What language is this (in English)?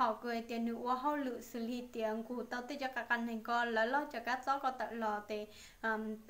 Hmong